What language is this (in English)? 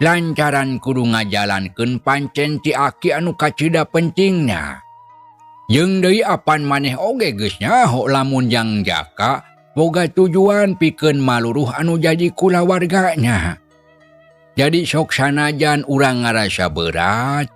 Sundanese